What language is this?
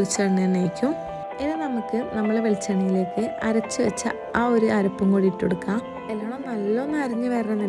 Malayalam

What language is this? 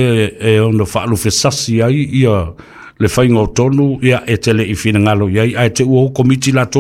Samoan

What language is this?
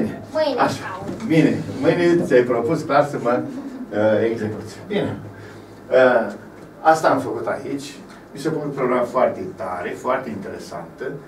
Romanian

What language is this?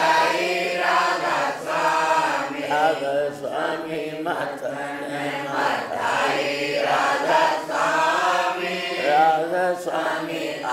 Hindi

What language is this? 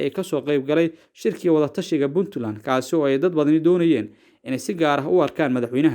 Somali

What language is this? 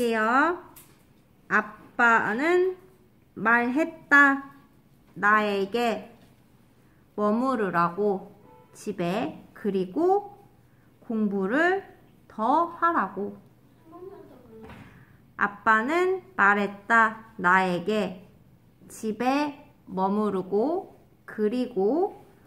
Korean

